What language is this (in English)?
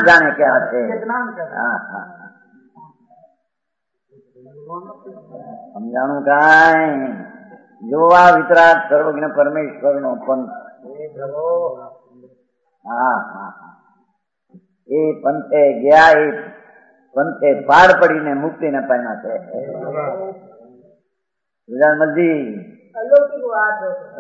Gujarati